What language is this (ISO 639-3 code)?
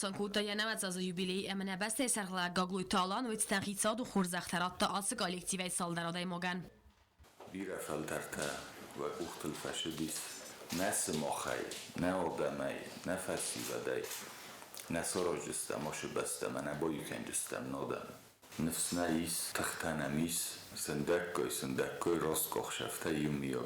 oss